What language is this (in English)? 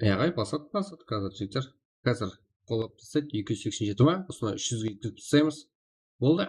Kara-Kalpak